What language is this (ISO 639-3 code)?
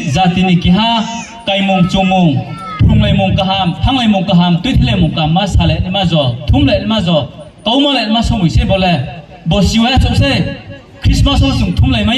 ria